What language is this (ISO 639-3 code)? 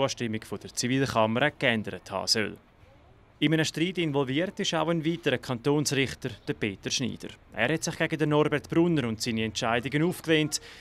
roh